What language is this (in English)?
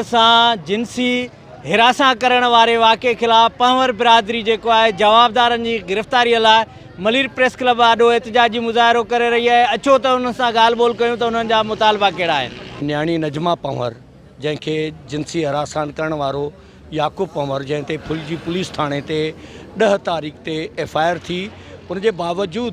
Sindhi